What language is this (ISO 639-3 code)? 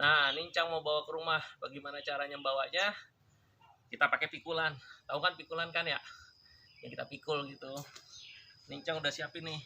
bew